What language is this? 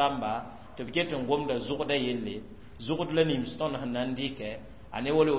Mossi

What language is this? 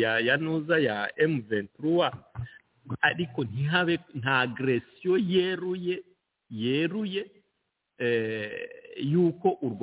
Kinyarwanda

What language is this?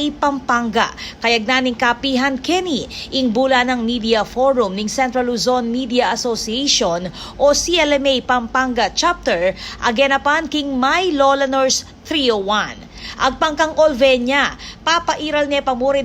Pampanga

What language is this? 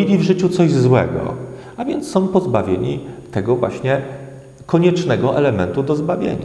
Polish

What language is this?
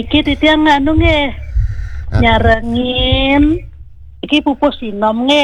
Balinese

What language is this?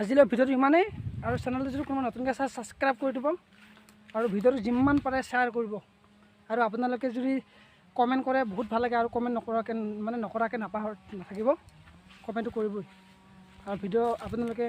Assamese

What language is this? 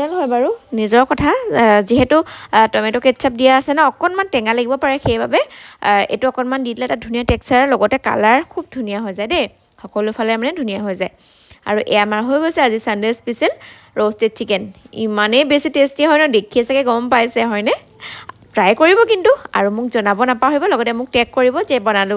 Assamese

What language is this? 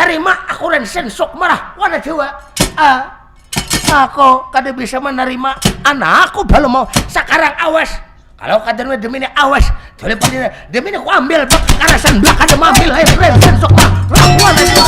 Banjar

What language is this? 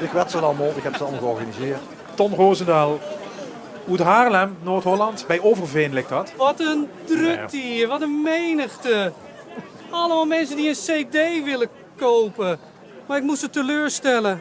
Limburgish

